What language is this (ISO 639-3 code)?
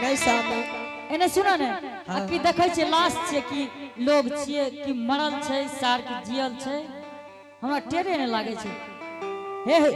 anp